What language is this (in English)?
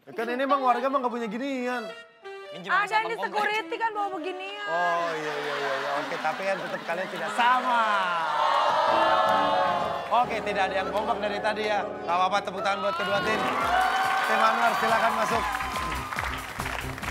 Indonesian